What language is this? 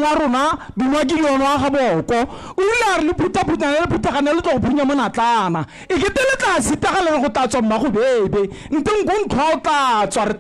Tswana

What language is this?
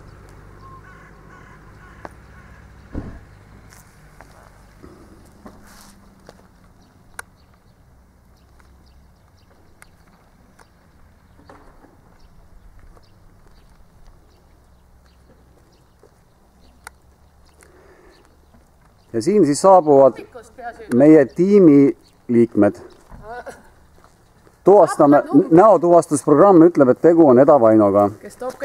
Estonian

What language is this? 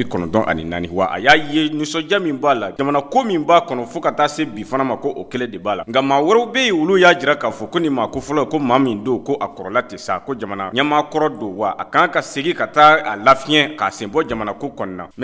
Bambara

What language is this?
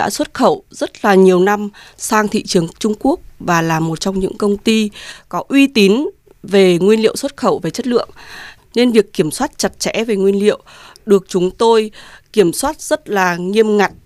Vietnamese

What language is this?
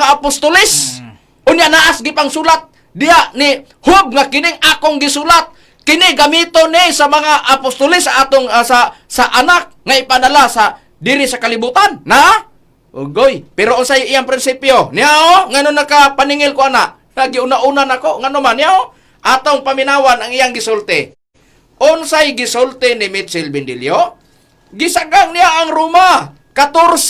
Cebuano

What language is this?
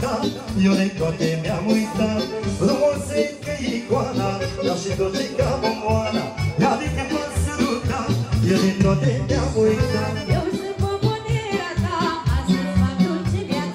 Romanian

